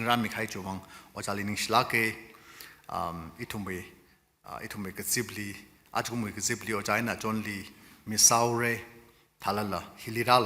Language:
Tangkhul Naga (India)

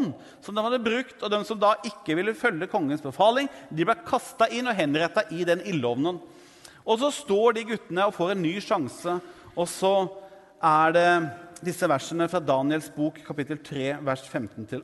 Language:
Norwegian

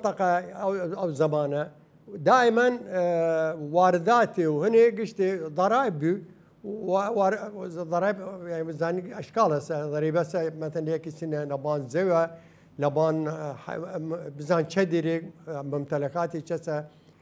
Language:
Southern Kurdish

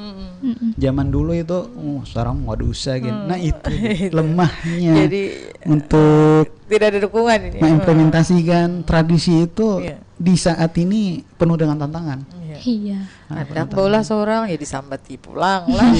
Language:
Banjar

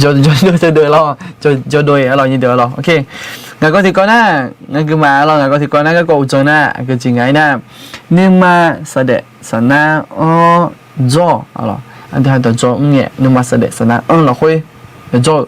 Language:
Akha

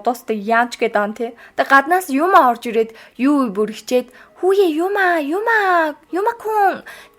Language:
Mongolian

